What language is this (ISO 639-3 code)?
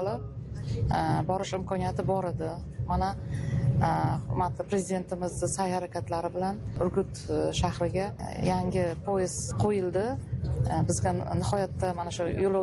uzb